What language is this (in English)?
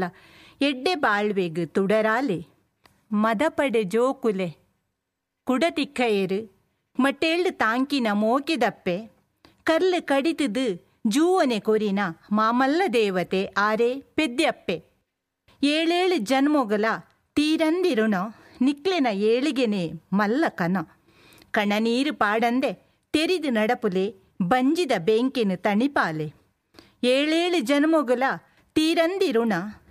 Tulu